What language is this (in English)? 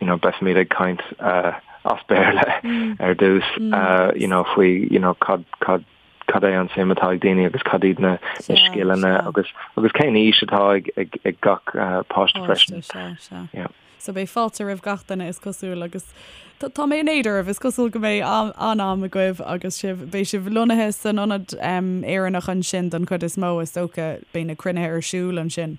Irish